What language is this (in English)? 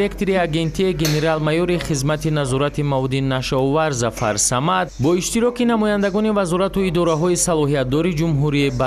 Tajik